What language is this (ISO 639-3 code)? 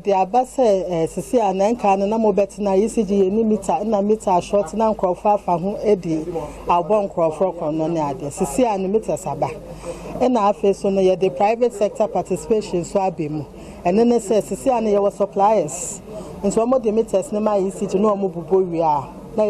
aka